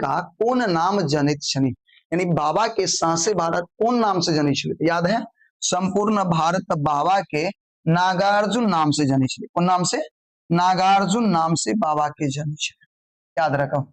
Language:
Maithili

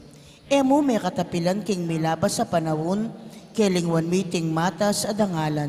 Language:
Pampanga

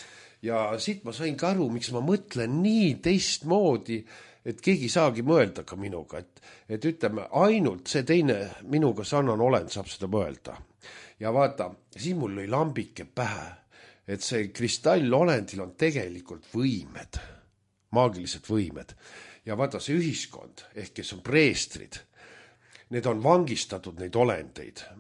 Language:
Estonian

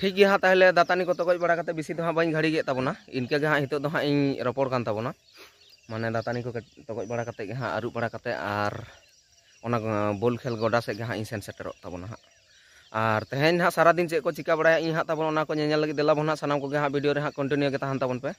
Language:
Santali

